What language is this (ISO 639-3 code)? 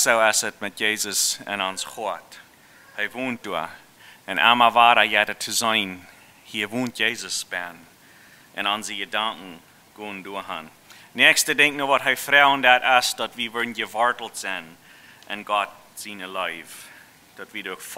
pdt